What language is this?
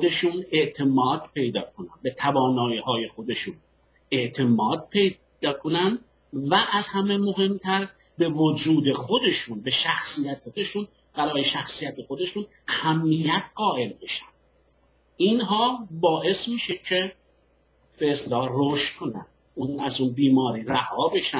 Persian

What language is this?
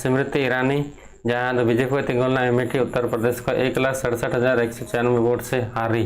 Santali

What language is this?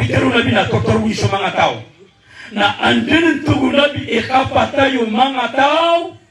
Maranao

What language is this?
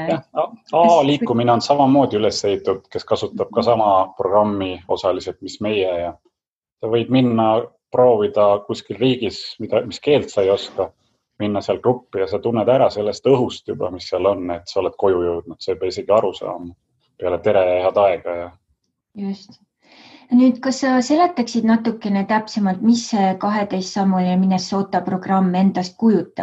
Estonian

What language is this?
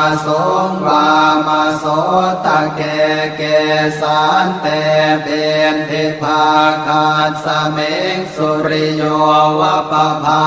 Pali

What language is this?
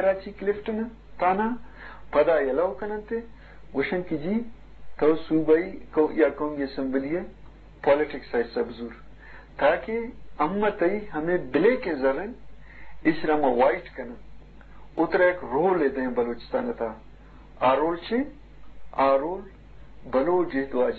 Eastern Balochi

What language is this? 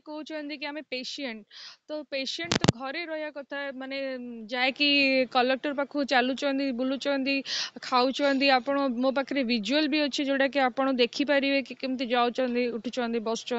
Odia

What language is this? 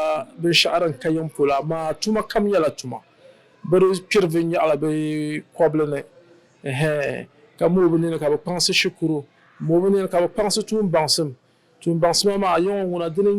Dagbani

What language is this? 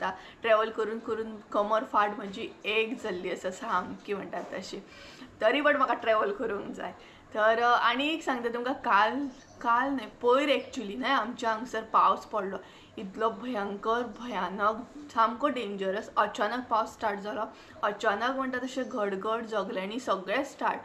Konkani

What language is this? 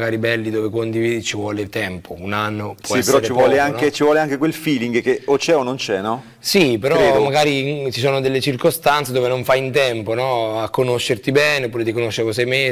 Italian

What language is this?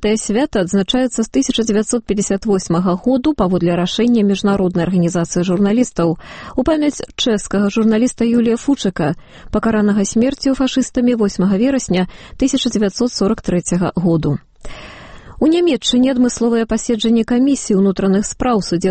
Belarusian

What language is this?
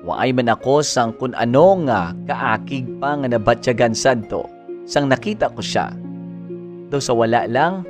Hiligaynon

